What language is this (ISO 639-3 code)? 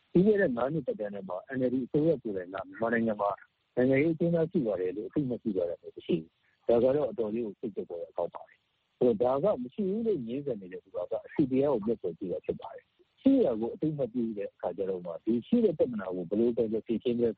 mya